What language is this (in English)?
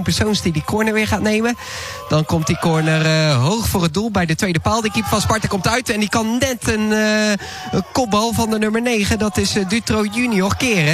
Dutch